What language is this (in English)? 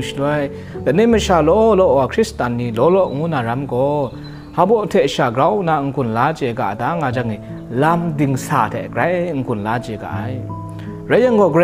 Kachin